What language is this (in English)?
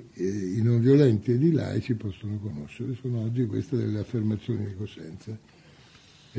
Italian